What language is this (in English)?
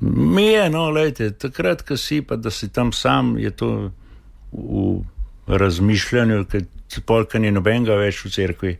Slovenian